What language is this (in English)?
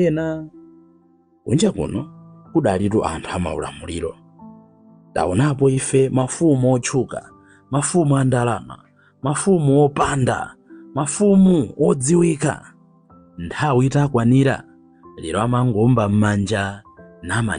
Nyanja